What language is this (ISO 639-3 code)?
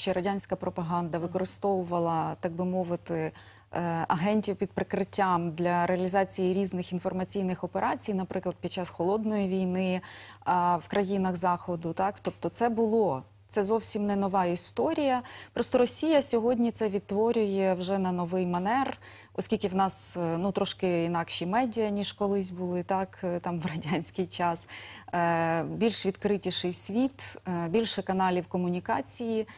ukr